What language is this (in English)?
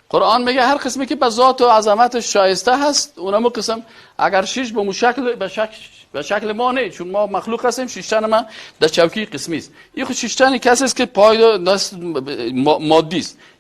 Persian